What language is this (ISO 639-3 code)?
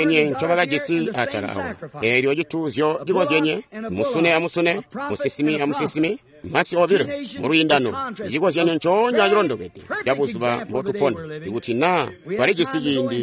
toi